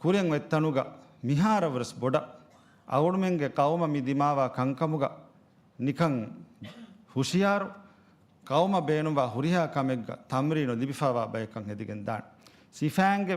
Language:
Divehi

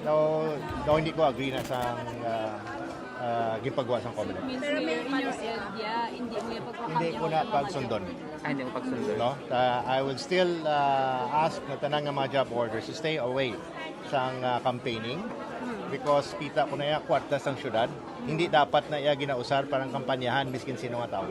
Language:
Hiligaynon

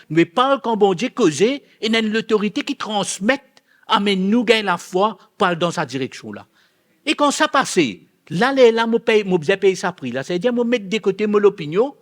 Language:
Morisyen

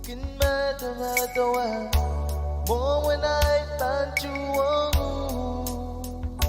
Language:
Pohnpeian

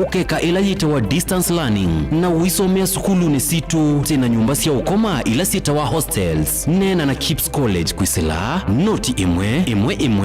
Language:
Kamba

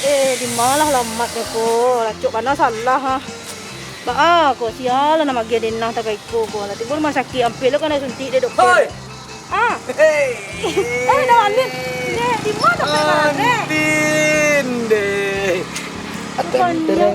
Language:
Minangkabau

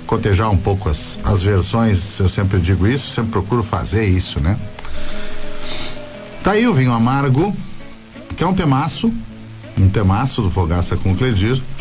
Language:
Portuguese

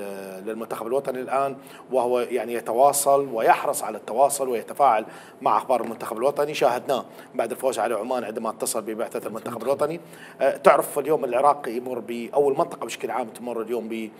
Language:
Mesopotamian Arabic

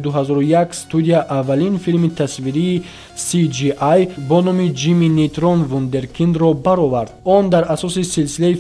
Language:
Tajik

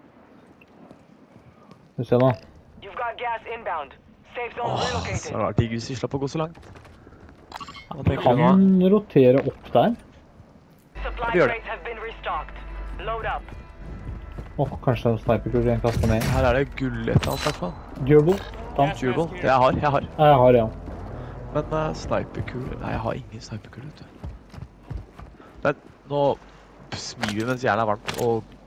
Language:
Norwegian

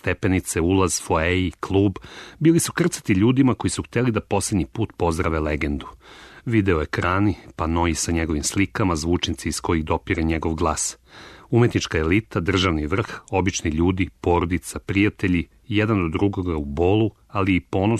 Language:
Serbian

